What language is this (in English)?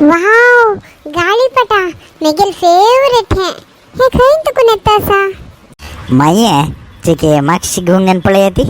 Konkani